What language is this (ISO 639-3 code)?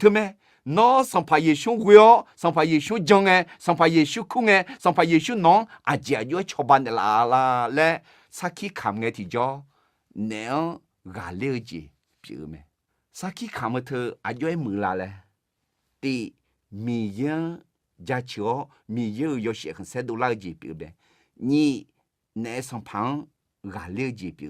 ahk